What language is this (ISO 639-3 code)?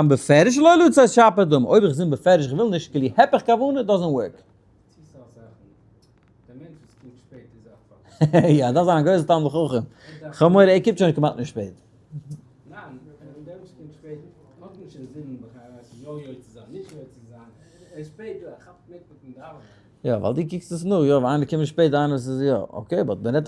yid